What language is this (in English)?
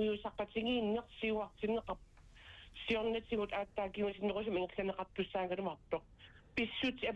Kalaallisut